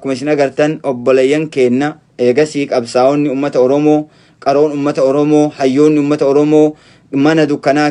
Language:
Oromo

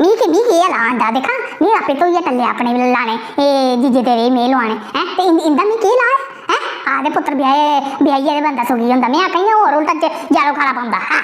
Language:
Dogri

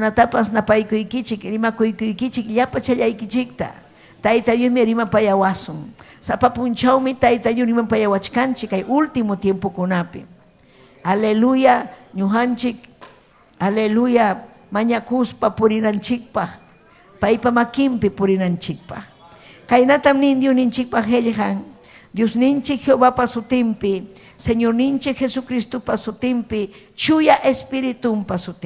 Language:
Ayacucho Quechua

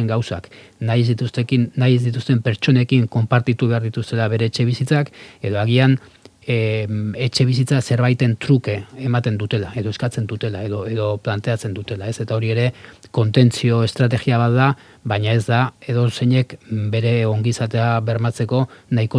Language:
Basque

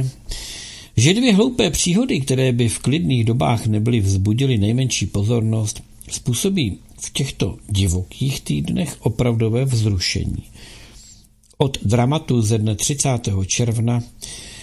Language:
Czech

